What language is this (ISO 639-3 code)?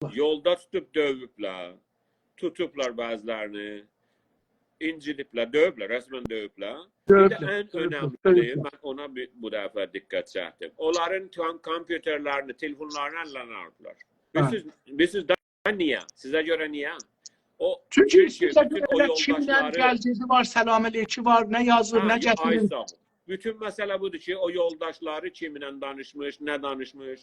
azb